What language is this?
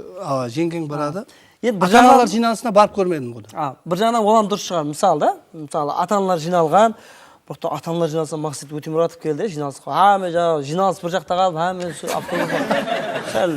Kara-Kalpak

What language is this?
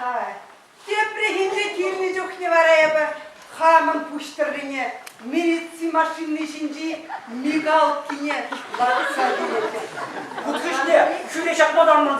Chuvash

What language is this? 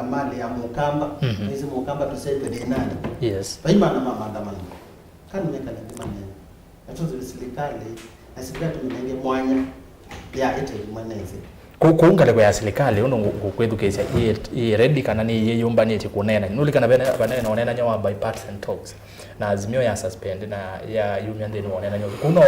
Kamba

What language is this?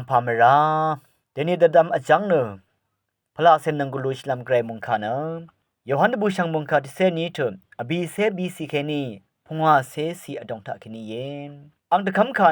Rawang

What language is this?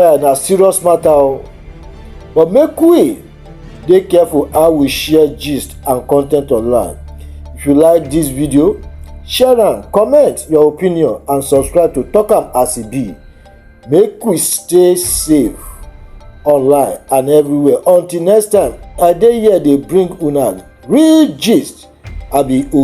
Nigerian Pidgin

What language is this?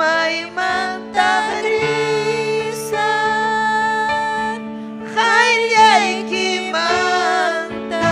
Ayacucho Quechua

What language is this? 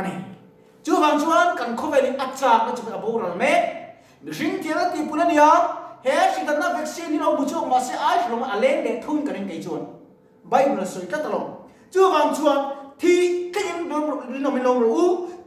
Mizo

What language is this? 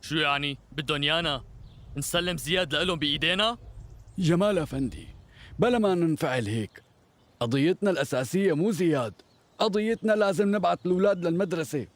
North Levantine Arabic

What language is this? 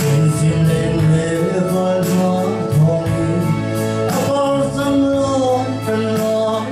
Hakha Chin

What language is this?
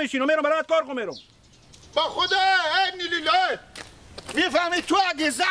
Hazaragi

